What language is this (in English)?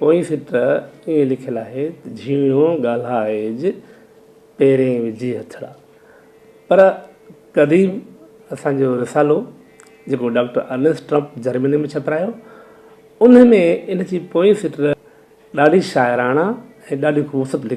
Sindhi